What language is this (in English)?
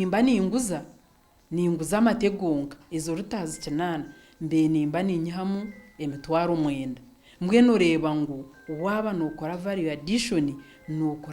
Nyankole